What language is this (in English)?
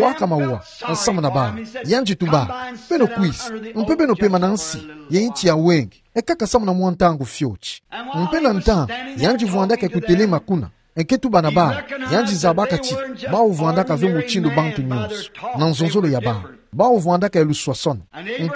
Kituba (Democratic Republic of Congo)